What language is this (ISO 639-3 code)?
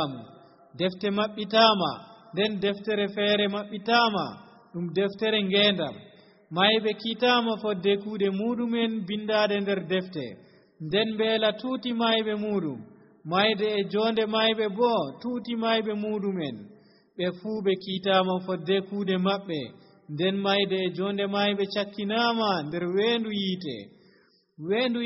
fuv